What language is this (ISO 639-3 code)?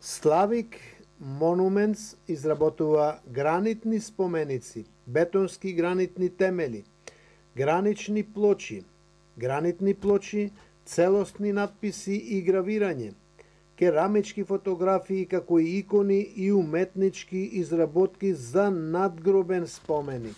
mkd